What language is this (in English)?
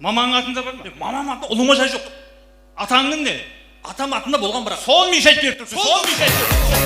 Kara-Kalpak